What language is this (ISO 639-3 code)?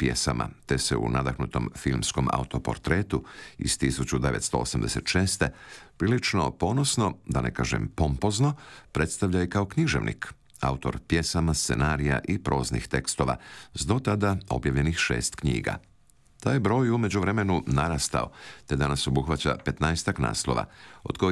hrv